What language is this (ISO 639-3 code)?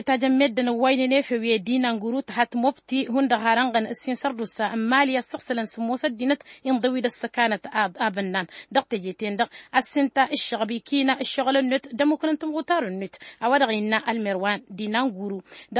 taq